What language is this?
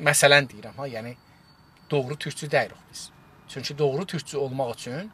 South Azerbaijani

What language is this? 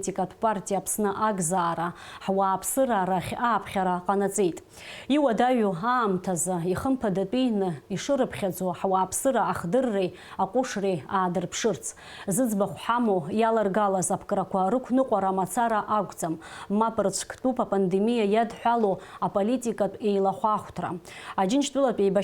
Abkhazian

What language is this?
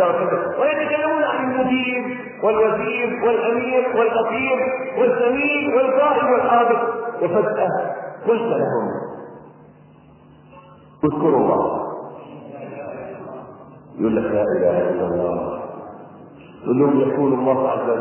Arabic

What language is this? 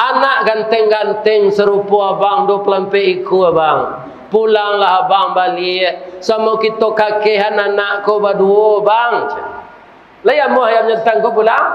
Minangkabau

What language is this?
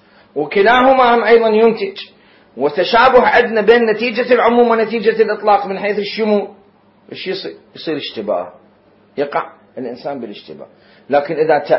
Mesopotamian Arabic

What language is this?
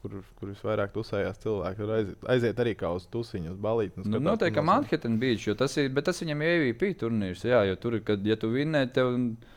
Latvian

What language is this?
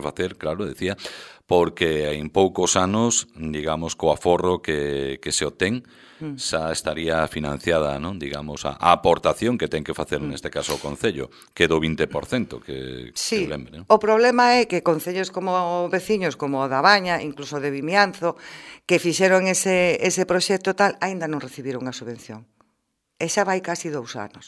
Galician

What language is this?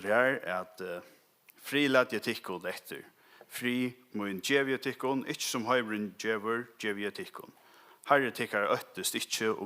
Faroese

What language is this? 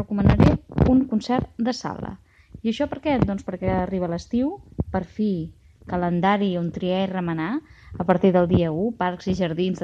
Catalan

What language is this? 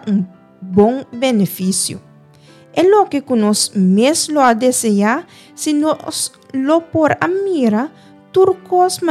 Papiamento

